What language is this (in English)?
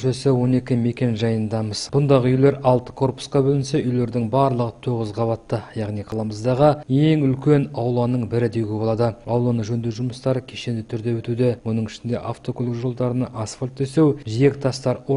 Kazakh